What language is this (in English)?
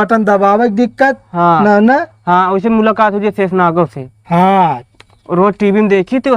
Awadhi